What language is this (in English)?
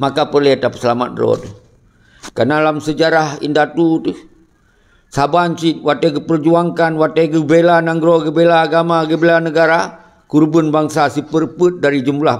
Achinese